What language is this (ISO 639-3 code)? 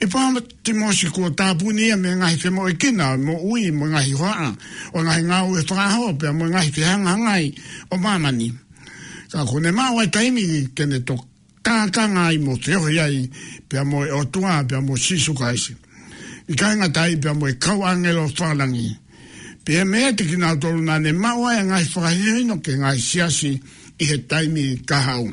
ton